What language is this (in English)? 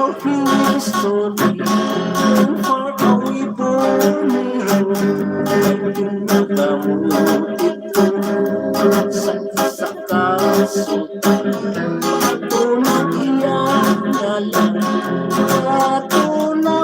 Hiligaynon